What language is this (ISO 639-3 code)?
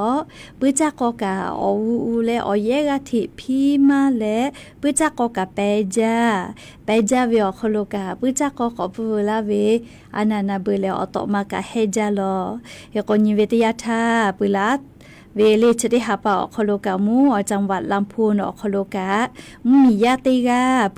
lhu